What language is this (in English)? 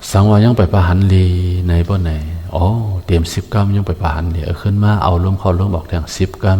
Shan